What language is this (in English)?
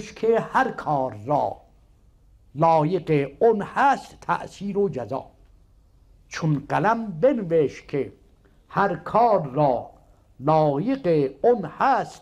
Persian